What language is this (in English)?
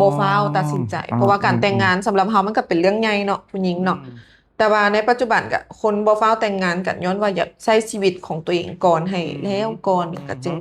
Lao